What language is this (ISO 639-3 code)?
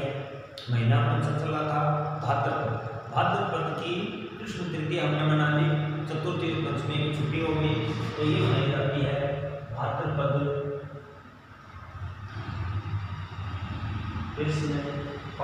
hin